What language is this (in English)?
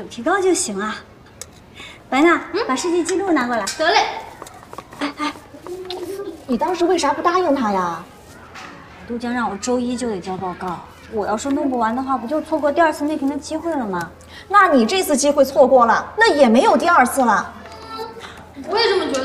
Chinese